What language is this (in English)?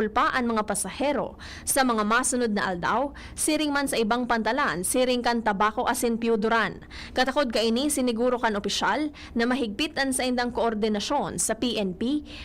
Bikol